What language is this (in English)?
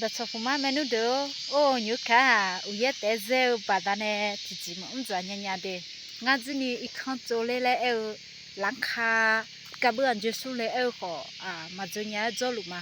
Akha